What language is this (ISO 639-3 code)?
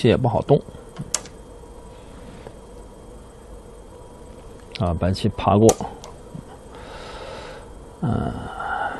zho